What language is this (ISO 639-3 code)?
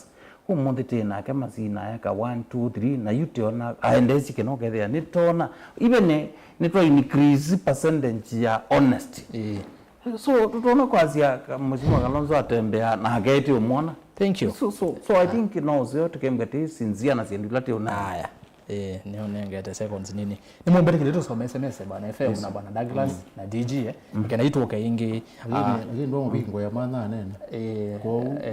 kam